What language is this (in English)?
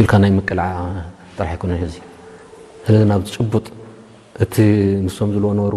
Tigrinya